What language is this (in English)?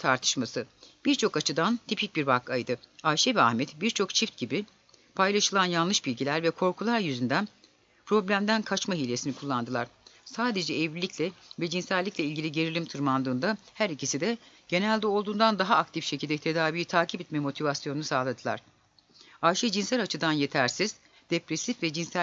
Turkish